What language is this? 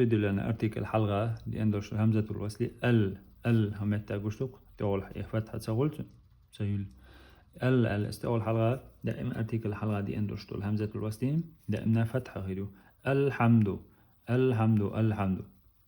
Chechen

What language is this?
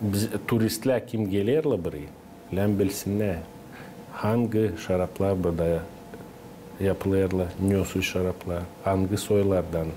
Gagauz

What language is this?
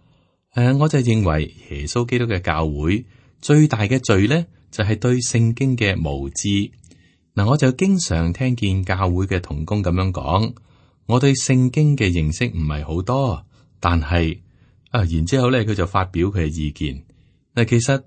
Cantonese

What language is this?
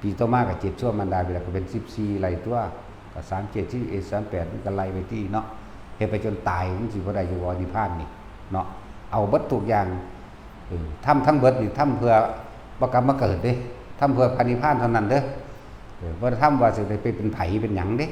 Northeastern Thai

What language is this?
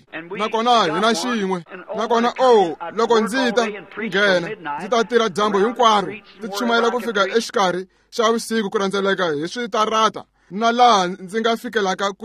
Tsonga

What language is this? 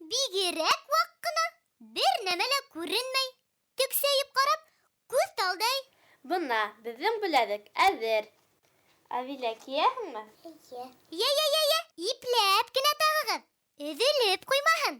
Bashkir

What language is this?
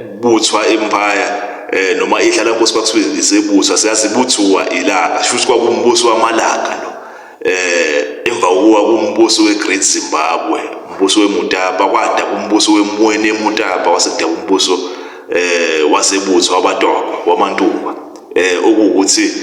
Zulu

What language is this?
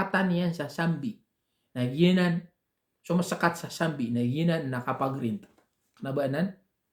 Maranao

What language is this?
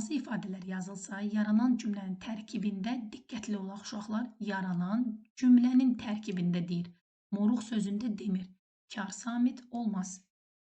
Azerbaijani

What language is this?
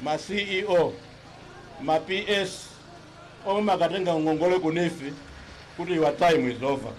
Nyanja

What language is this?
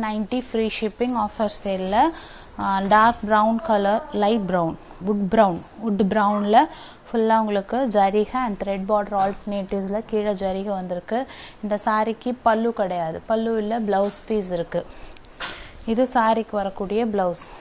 Tamil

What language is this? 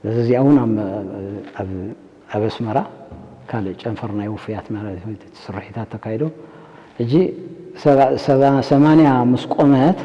Tigrinya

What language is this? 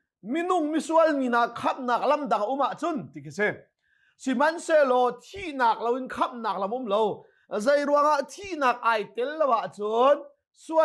Hakha Chin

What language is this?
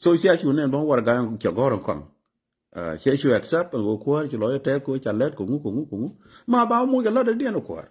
Nuer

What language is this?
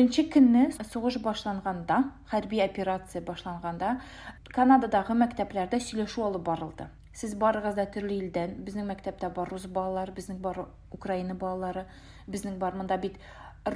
Tatar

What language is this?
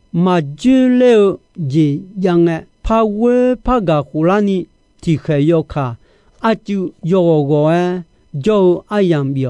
Akha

